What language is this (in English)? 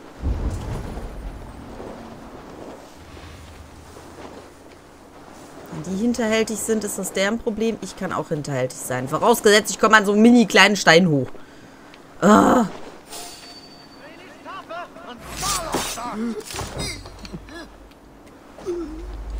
German